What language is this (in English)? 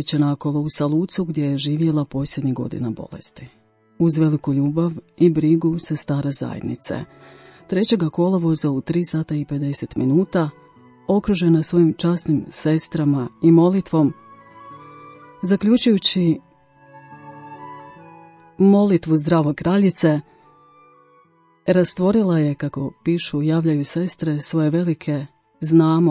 Croatian